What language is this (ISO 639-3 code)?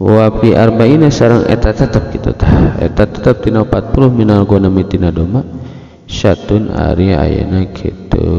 sun